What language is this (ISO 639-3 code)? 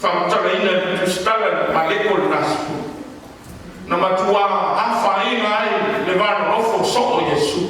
smo